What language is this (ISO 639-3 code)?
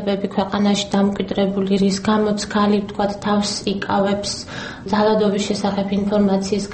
kat